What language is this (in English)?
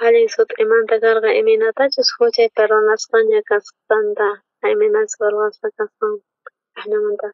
South Bolivian Quechua